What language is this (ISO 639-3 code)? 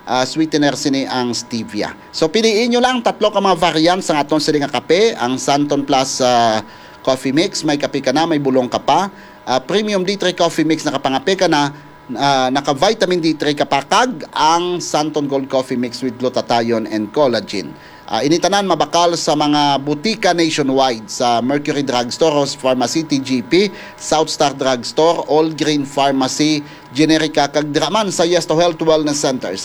hil